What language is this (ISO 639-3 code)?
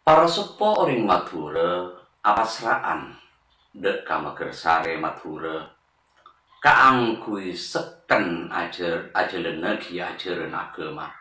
mad